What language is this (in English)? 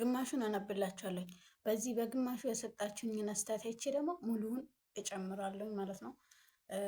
Amharic